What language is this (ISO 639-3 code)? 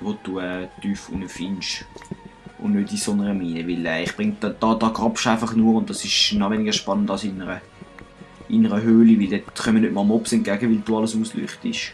gsw